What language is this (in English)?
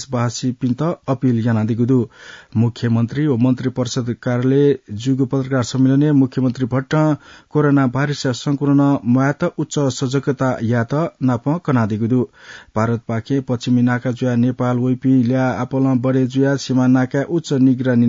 Newari